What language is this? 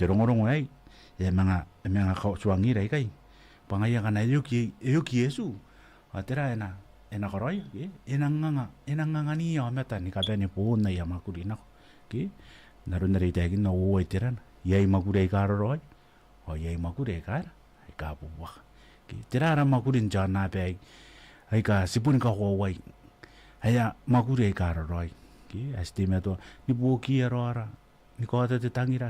Gilbertese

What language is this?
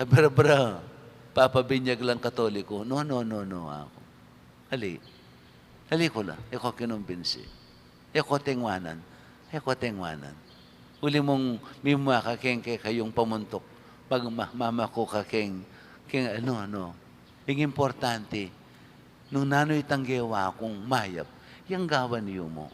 Pampanga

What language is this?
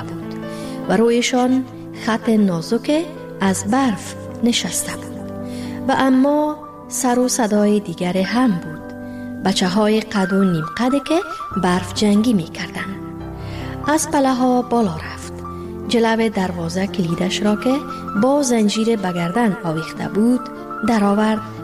Persian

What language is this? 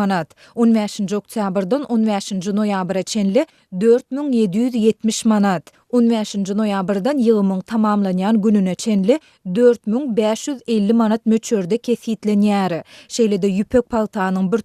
Turkmen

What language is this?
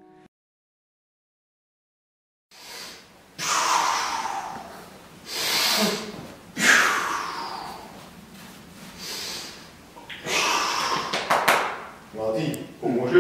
Slovak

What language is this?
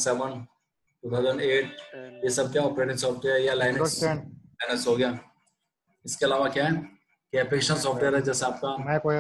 Hindi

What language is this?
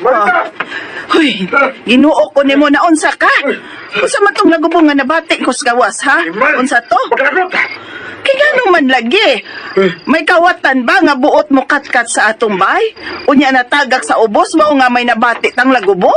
Cebuano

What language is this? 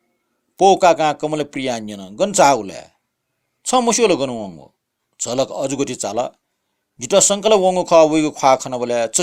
Newari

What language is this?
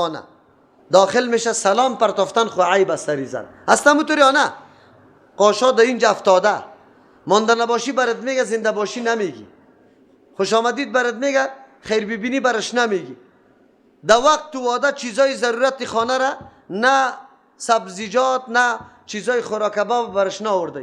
Persian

